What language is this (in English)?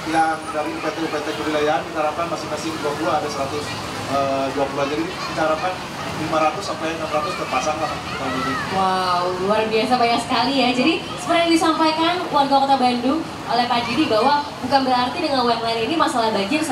Indonesian